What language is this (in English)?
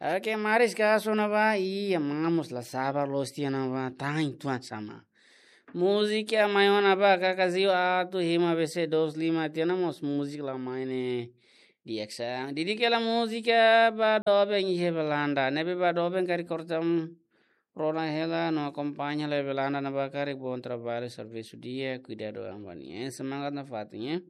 Tetum